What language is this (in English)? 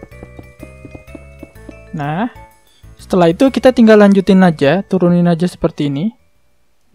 Indonesian